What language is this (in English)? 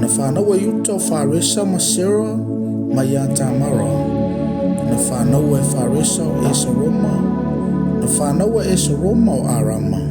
Samoan